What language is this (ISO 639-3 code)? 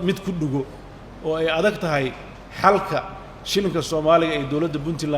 som